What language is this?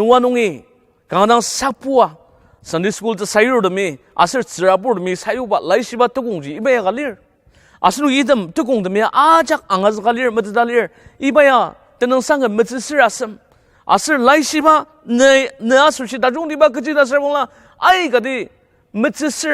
Ao Naga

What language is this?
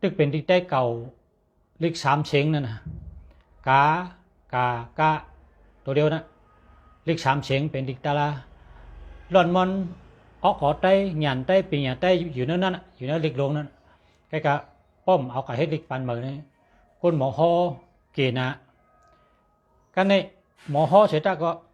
Shan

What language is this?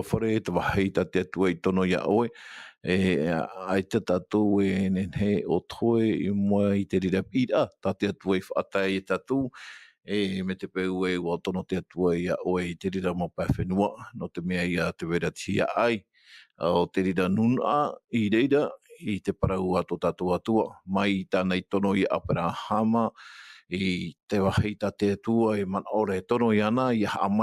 Tahitian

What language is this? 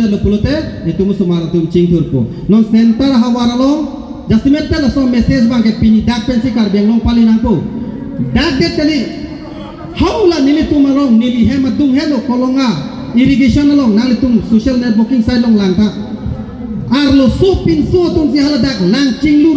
Karbi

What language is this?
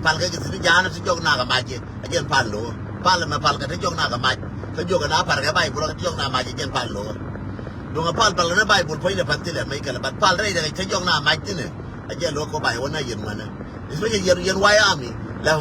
Nuer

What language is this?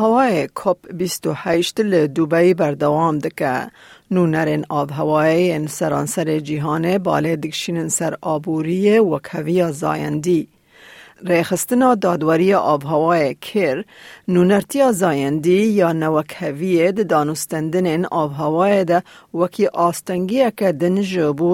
Kurdish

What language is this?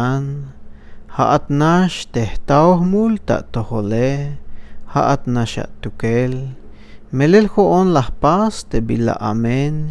Tzeltal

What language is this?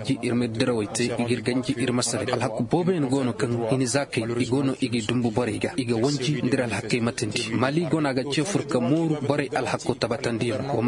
Koyraboro Senni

